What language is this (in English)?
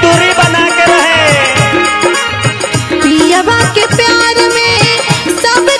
Bhojpuri